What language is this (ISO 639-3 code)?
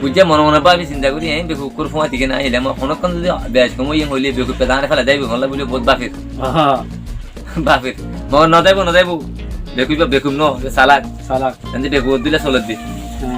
rhg